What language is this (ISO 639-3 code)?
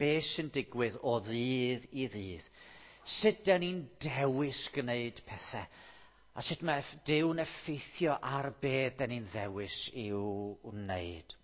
cym